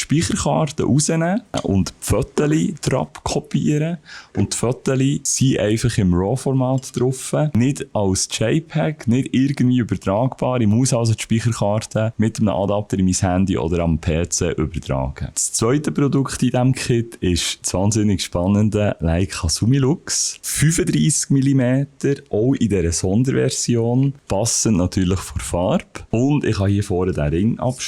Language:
Swiss German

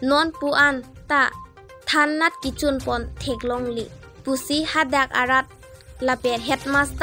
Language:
Karbi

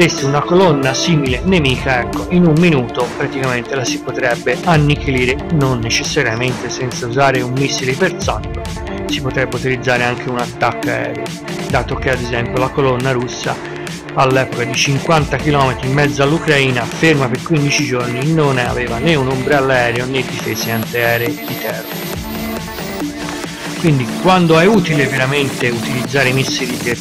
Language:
Italian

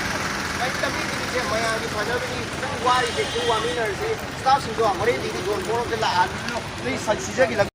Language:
Manipuri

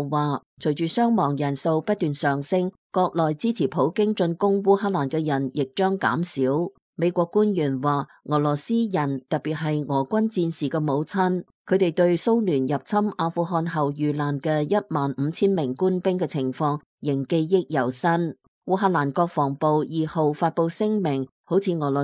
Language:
Cantonese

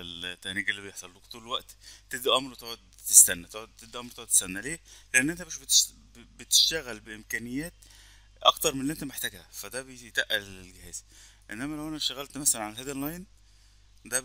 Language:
Egyptian Arabic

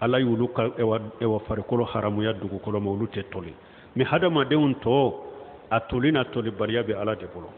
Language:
Bambara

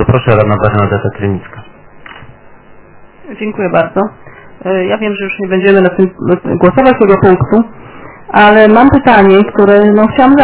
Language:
Polish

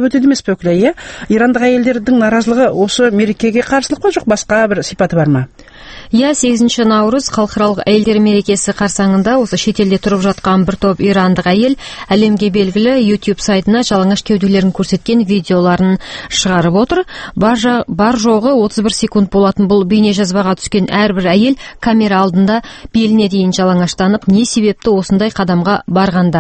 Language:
Kazakh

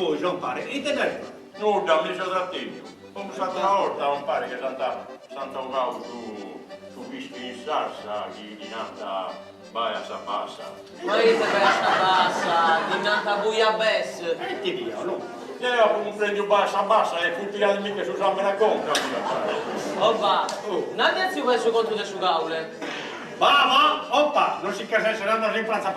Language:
Sardinian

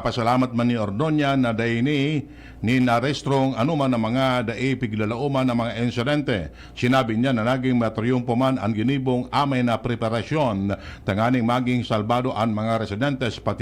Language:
Bikol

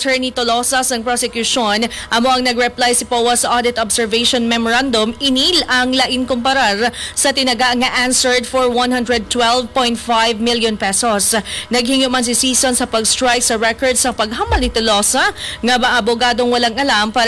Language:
Hiligaynon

